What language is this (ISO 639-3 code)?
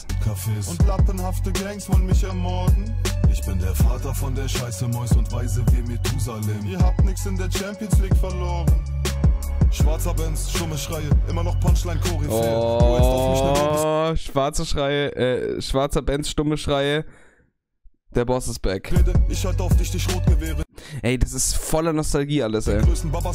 deu